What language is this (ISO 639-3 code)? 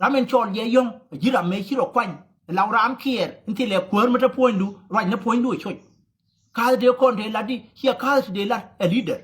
nus